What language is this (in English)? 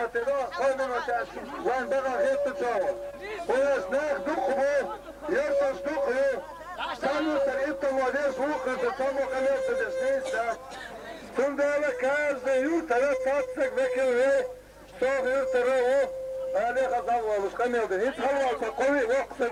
Chechen